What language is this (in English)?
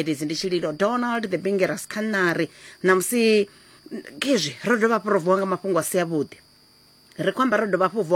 Venda